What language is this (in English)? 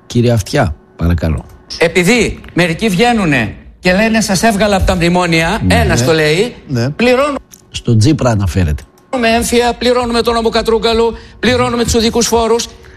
Greek